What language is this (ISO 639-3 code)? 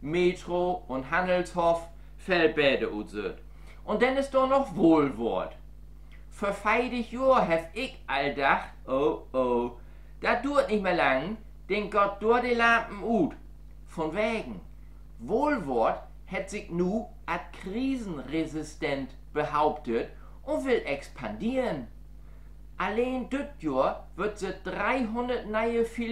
nds